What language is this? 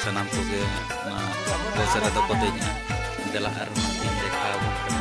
Santali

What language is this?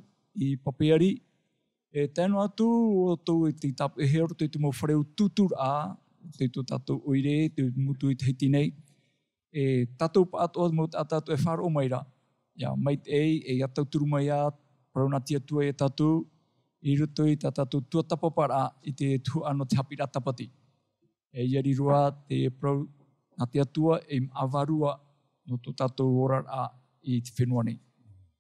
Tahitian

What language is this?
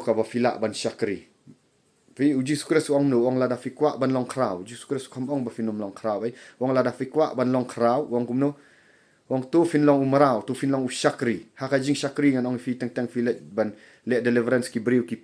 Khasi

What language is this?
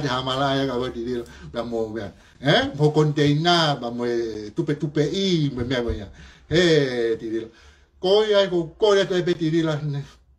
Tongan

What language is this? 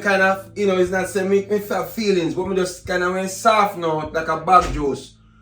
Jamaican Creole English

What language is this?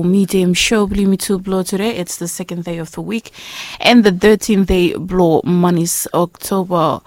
Bislama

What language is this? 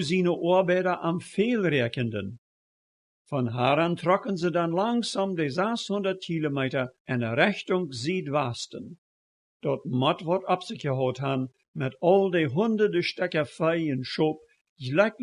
Plautdietsch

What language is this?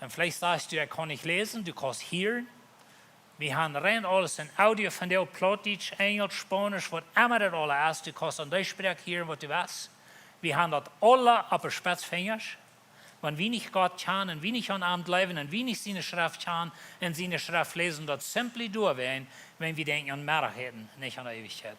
Plautdietsch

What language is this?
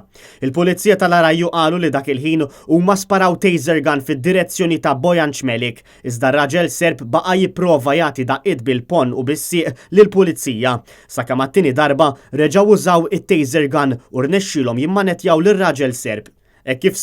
Maltese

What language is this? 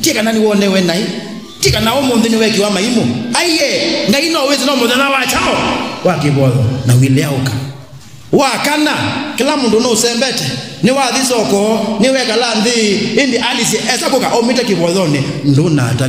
Kamba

